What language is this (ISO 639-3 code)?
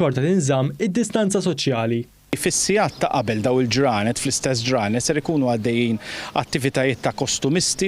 mlt